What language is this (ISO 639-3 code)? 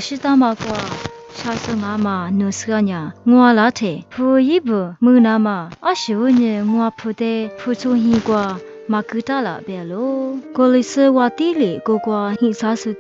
lis